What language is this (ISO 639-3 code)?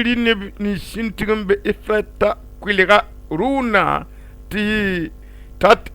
mos